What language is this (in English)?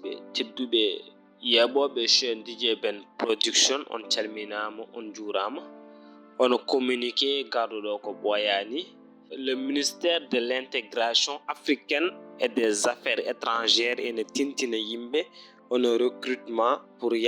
Fula